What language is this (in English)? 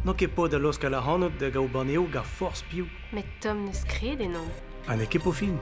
Breton